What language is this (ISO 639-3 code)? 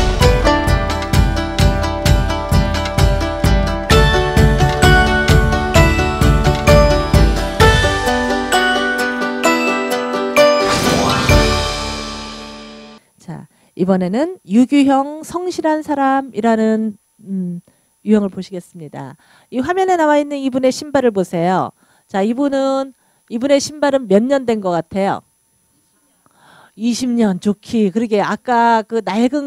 kor